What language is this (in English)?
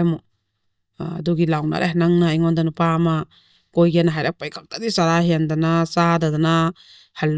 Manipuri